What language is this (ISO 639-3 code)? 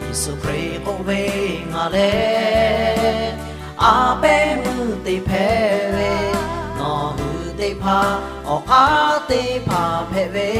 lhu